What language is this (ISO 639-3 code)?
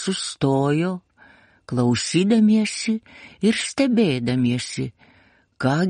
lit